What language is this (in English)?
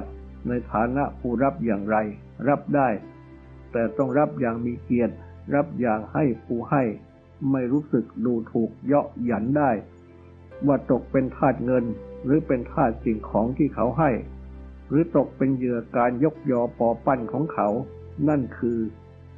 Thai